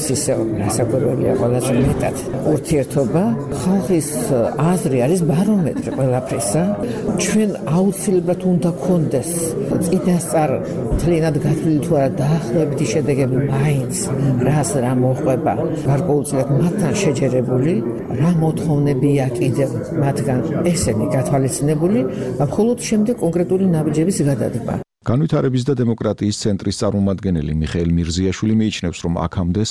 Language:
Georgian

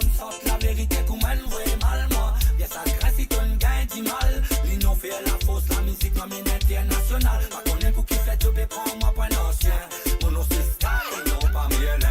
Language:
Morisyen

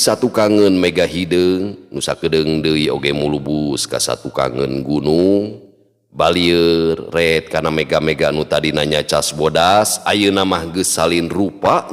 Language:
Sundanese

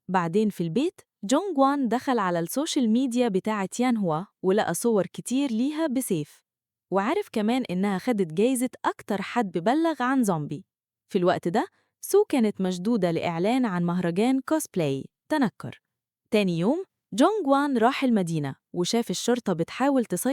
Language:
Egyptian Arabic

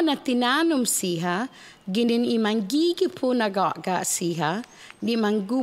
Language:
Chamorro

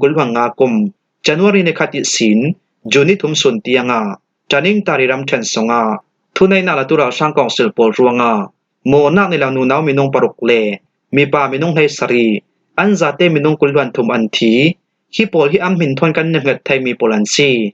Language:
Falam Chin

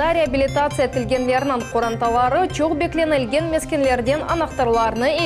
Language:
Crimean Tatar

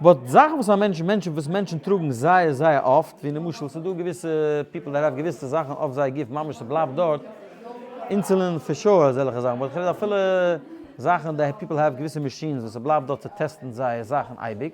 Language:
Yiddish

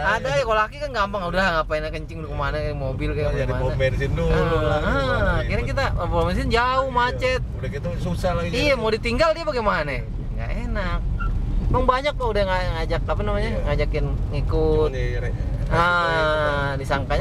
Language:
Indonesian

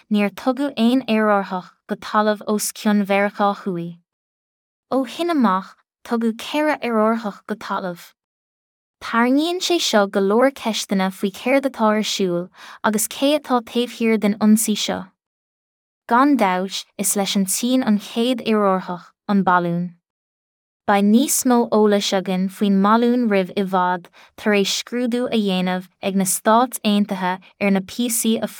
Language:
Irish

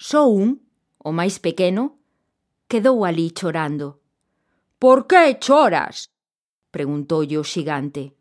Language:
Galician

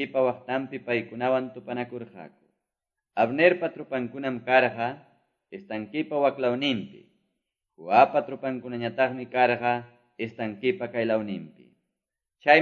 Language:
Quechua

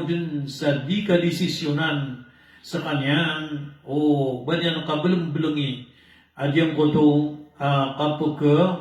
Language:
Maranao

